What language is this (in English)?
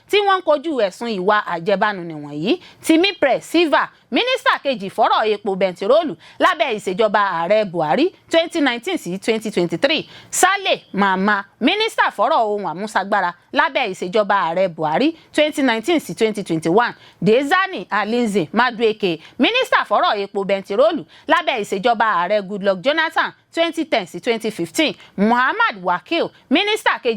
Yoruba